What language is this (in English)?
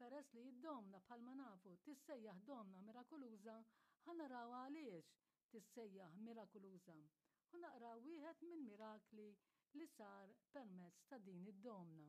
Maltese